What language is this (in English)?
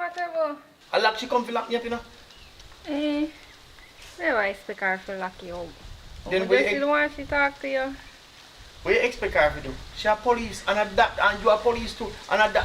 Jamaican Creole English